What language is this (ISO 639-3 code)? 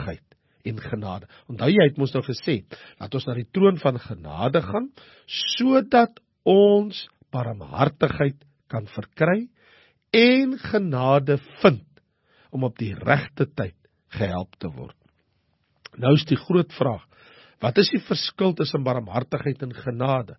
afr